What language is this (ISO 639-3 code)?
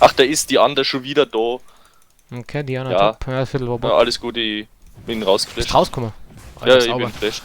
bar